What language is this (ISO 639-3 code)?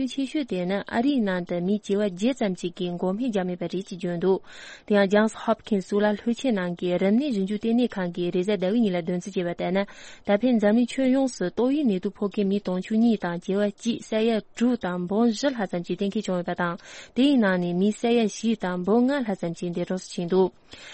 bod